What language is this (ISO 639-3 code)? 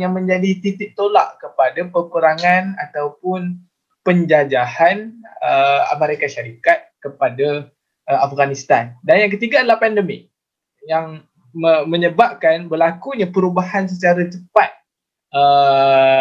msa